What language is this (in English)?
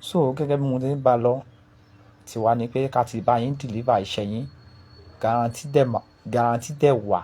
Yoruba